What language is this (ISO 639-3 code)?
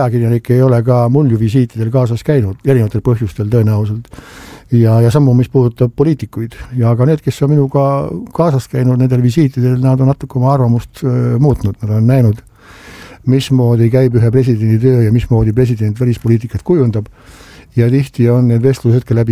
est